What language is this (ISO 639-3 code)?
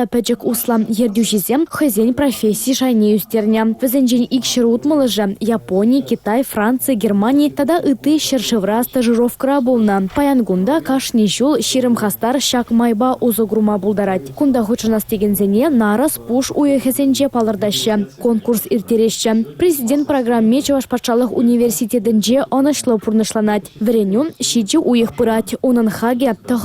chv